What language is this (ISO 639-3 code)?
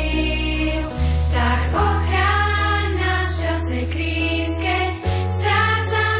slk